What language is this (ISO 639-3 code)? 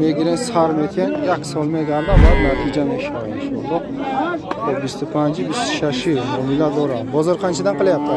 tgk